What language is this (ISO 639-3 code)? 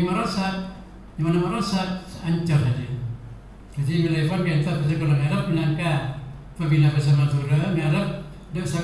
mad